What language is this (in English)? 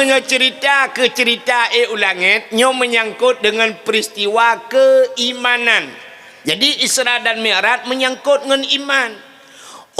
Achinese